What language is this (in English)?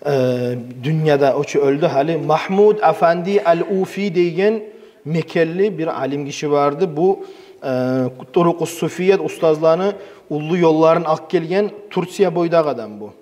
Kumyk